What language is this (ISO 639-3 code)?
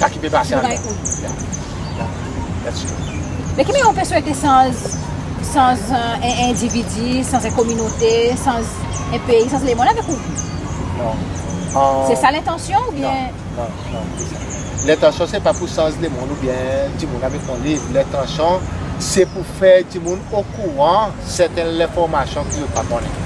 crs